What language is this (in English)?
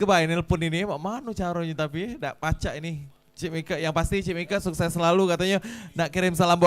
Musi